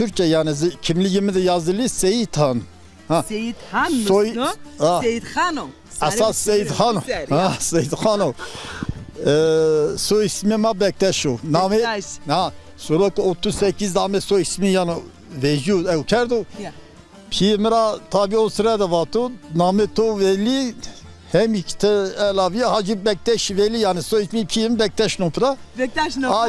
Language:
Zaza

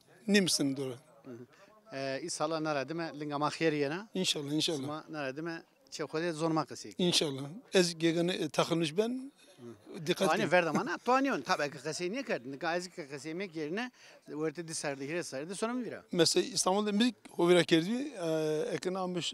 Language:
Zaza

